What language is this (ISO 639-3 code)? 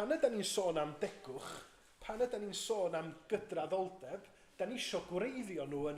cym